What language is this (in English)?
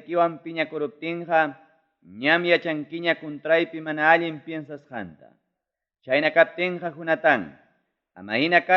Ayacucho Quechua